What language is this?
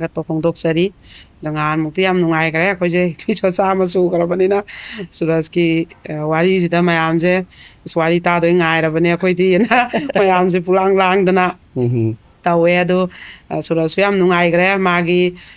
Manipuri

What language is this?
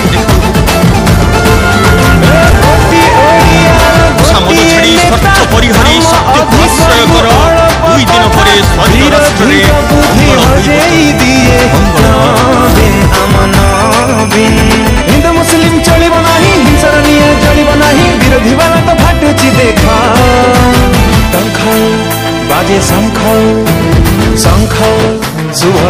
Odia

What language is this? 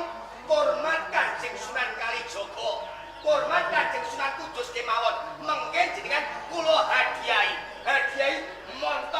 Javanese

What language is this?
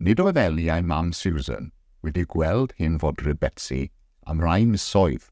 Welsh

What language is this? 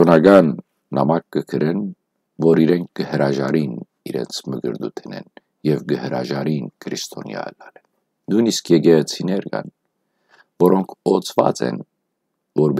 Western Armenian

